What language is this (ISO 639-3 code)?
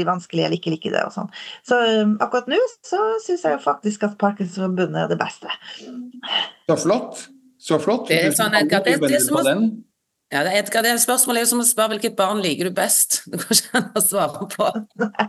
nor